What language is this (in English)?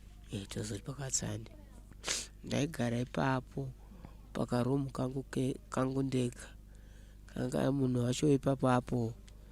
Shona